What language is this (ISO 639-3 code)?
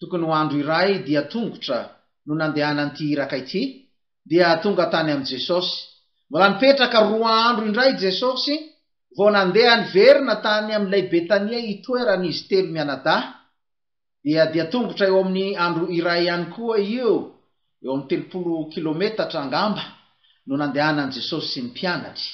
mlg